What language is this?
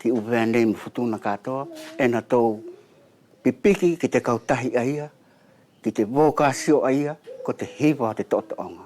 Wallisian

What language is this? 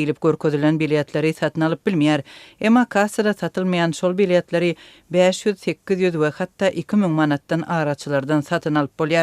Turkmen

